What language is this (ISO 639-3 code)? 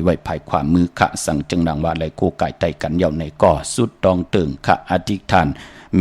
shn